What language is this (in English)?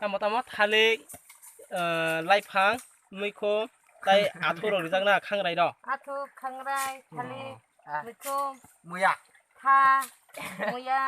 Kok Borok